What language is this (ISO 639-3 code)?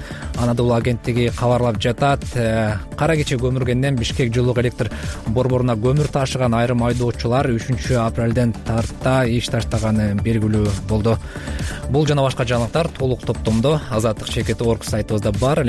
kir